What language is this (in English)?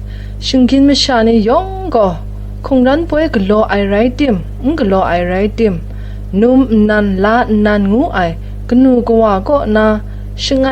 Kachin